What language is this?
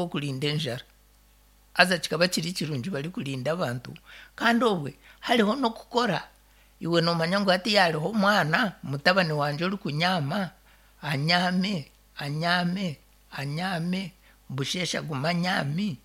Nyankole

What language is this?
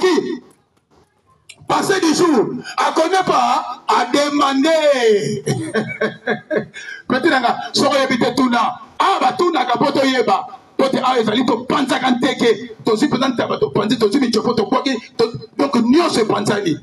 Lingala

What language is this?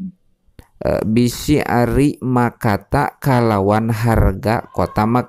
Sundanese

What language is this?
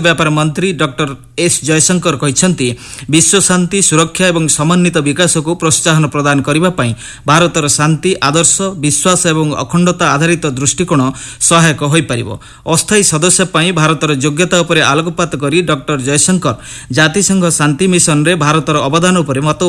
Odia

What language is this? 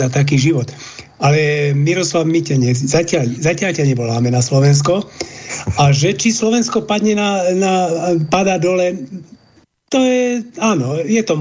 Slovak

